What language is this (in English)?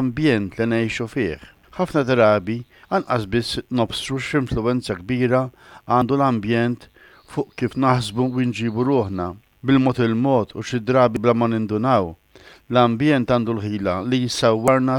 Maltese